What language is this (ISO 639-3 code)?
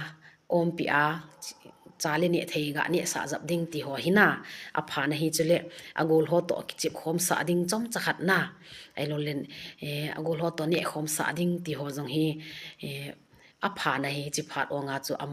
tcz